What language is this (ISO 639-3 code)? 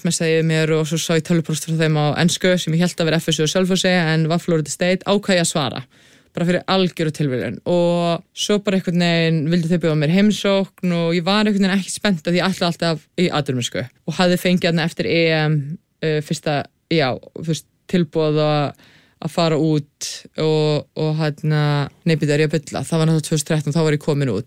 isl